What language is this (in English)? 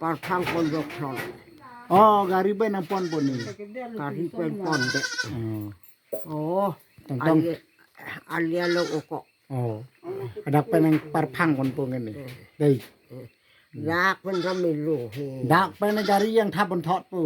Karbi